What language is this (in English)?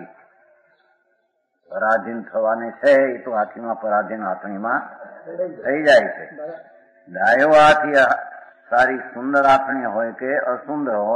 Gujarati